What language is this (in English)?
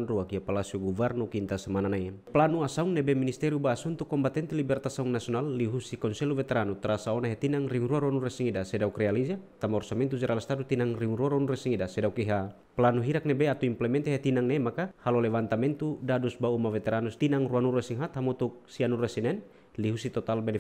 Tetum